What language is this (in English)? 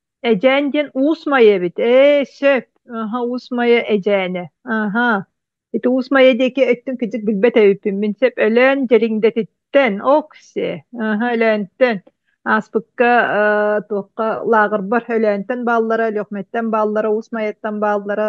Yakut